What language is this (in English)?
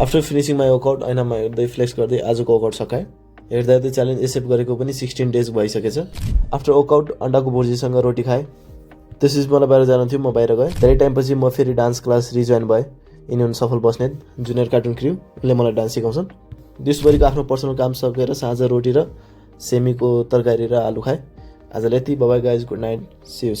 Nepali